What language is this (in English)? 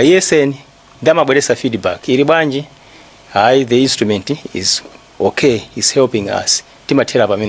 Nyanja